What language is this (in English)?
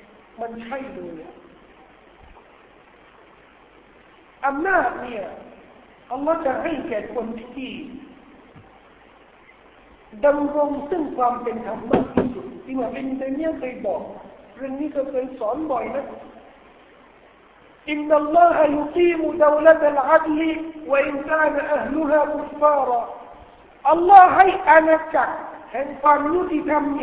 Thai